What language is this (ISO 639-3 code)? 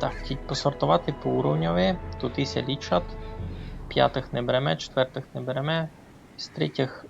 rue